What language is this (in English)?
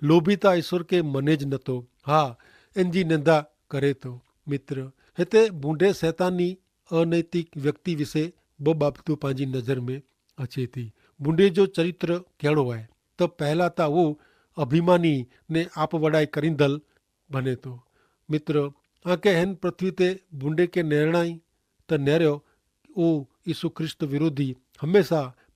Kachhi